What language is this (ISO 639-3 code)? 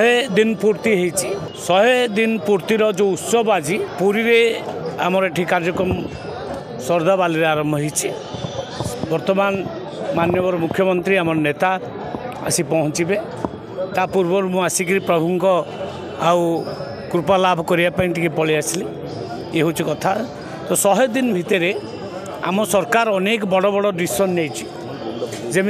ori